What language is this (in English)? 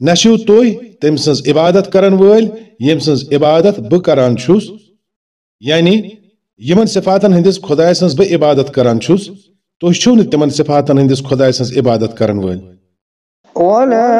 Kashmiri